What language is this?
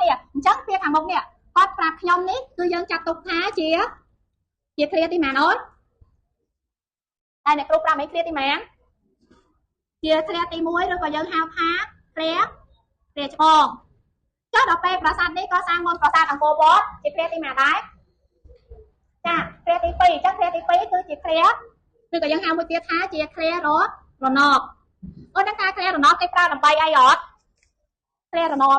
Khmer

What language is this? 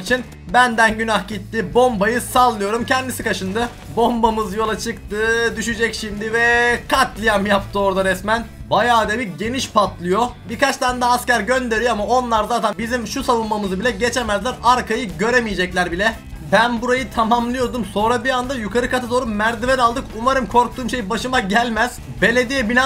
Turkish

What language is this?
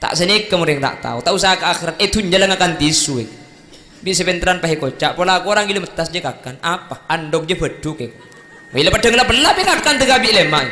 Madurese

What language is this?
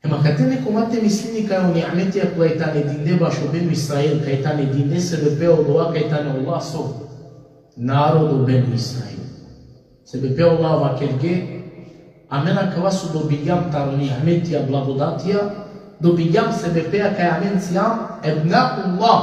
Balkan Romani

